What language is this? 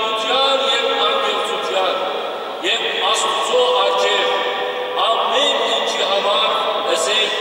Western Armenian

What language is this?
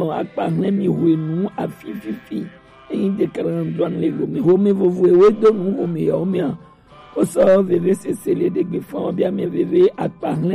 Gen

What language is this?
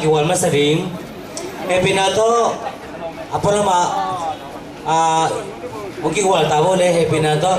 Tedim Chin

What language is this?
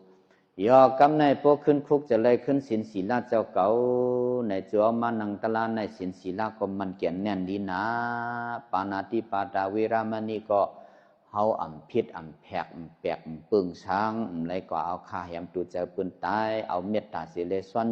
Shan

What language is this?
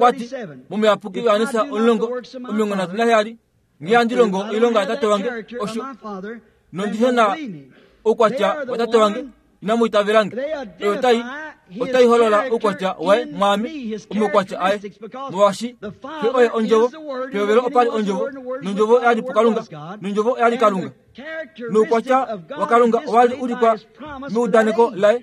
Kuanyama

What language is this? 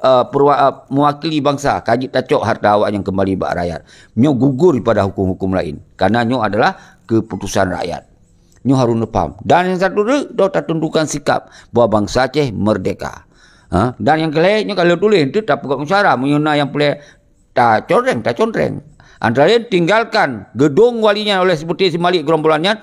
Achinese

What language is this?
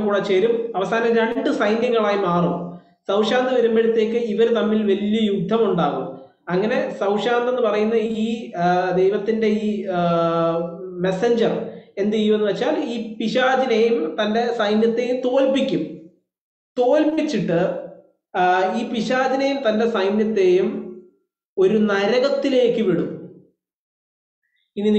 Malayalam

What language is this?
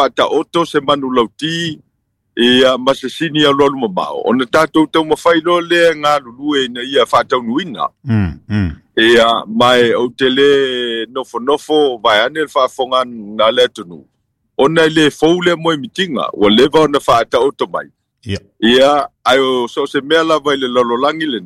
Samoan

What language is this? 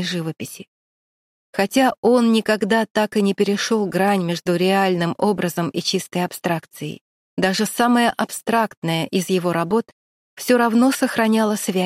Russian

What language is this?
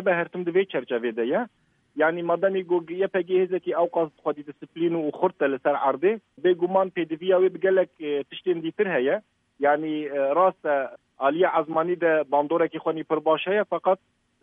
Kurdish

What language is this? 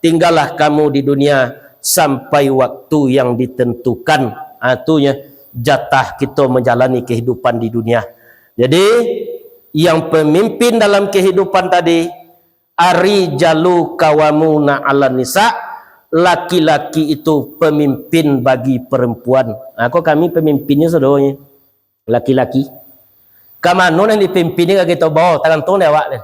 Minangkabau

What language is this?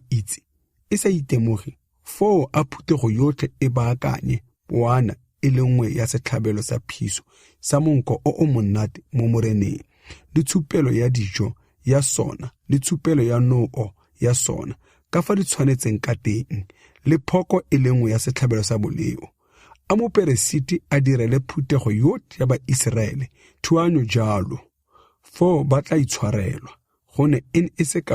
Tswana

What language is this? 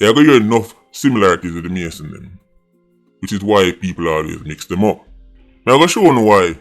Jamaican Creole English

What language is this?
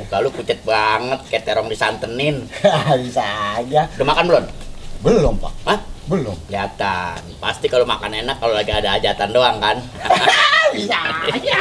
Betawi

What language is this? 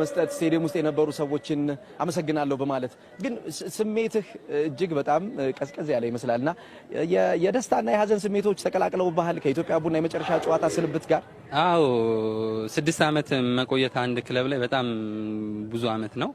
Amharic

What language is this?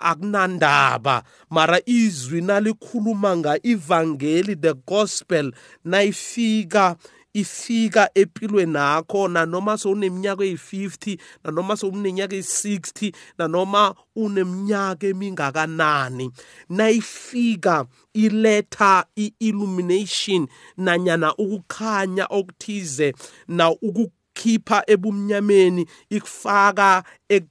South Ndebele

